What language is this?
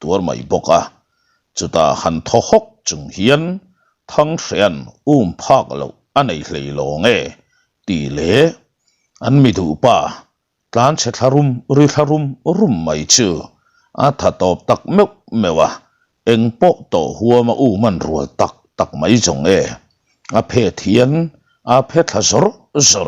Mizo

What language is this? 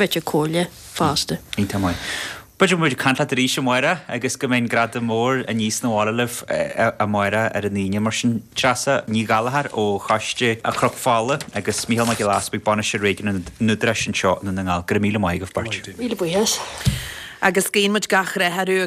Irish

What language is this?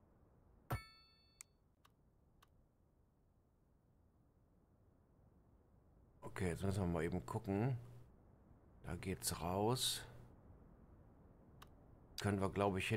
German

